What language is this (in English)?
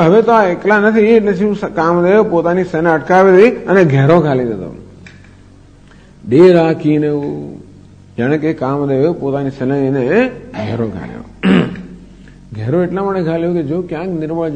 Gujarati